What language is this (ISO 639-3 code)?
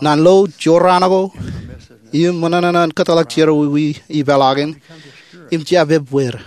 mah